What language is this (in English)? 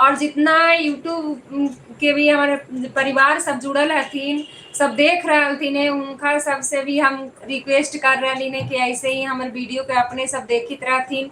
Magahi